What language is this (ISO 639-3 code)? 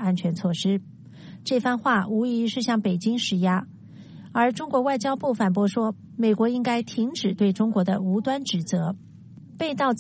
zho